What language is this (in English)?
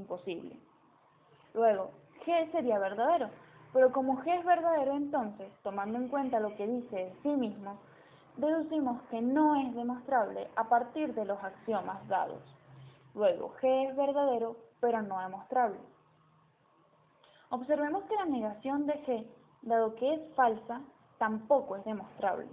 Spanish